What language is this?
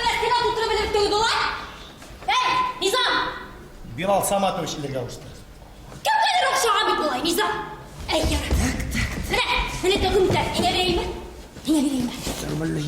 Bashkir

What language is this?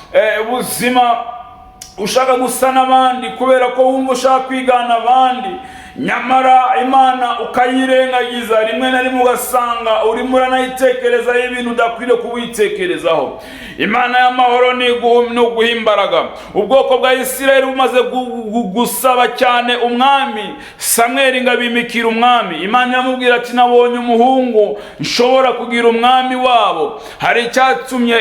Kinyarwanda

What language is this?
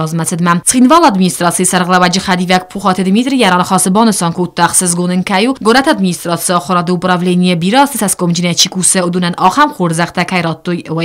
Ossetic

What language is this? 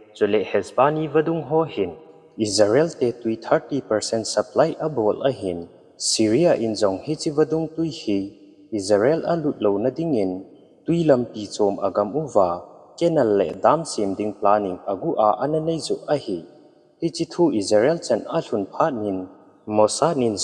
Thado Chin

